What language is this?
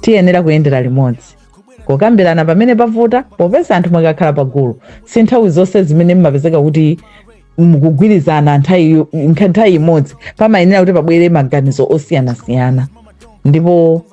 Nyanja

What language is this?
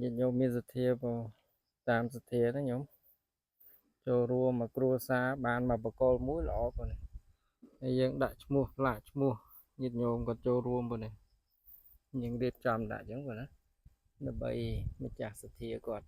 Khmer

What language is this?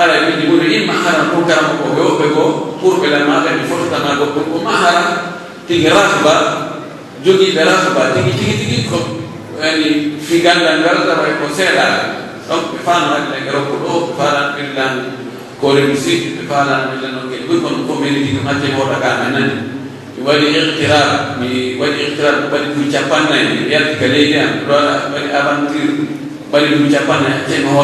Pular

